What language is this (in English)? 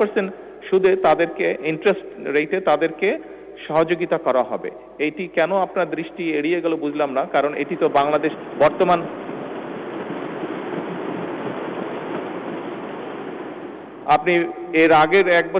Bangla